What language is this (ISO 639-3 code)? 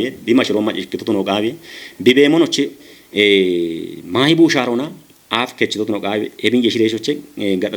kbr